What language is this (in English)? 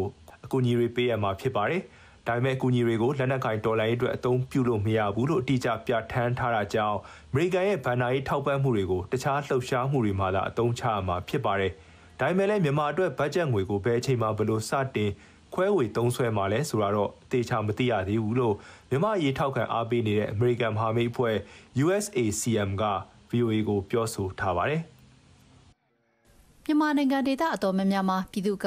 Burmese